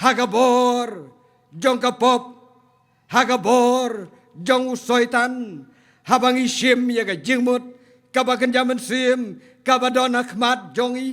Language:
Khasi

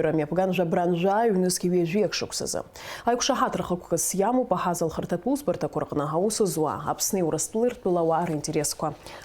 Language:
Abkhazian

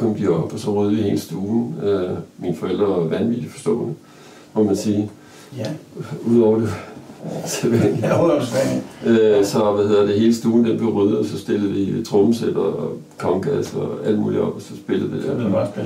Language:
Danish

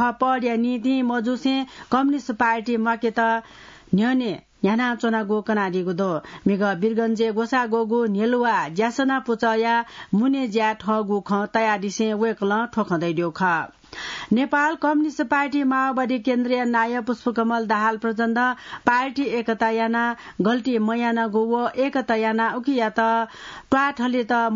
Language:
Newari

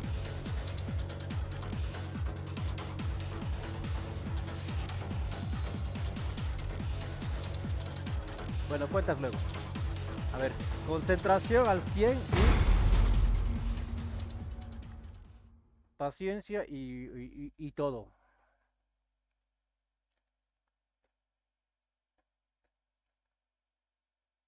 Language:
Spanish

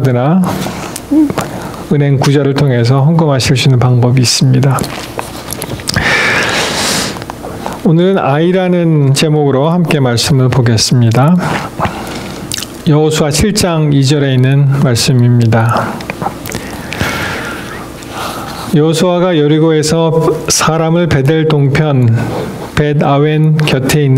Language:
Korean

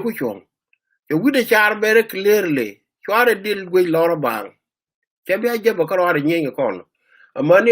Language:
Nuer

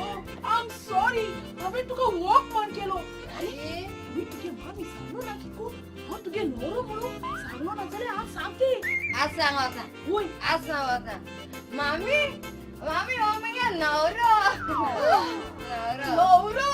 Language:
Konkani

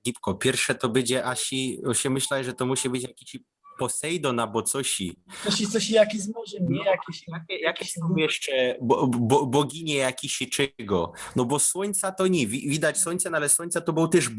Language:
Silesian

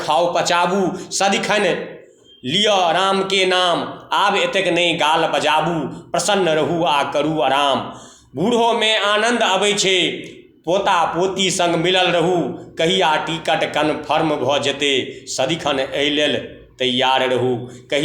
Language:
Maithili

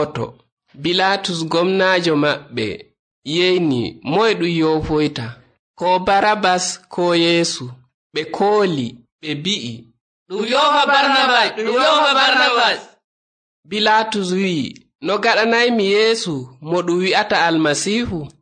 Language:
Nigerian Fulfulde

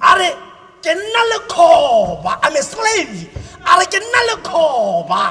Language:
Tswana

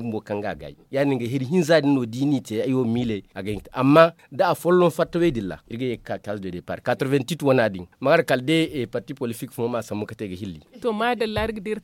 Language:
Zarma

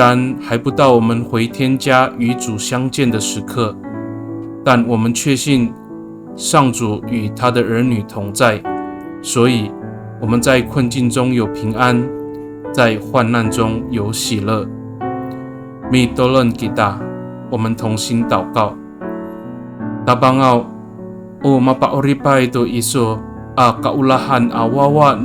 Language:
Amis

